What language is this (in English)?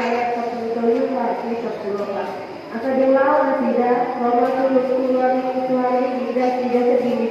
Batak Toba